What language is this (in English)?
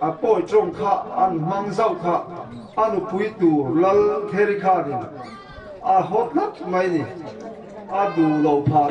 Mizo